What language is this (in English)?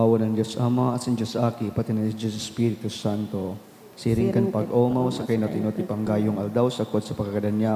Bikol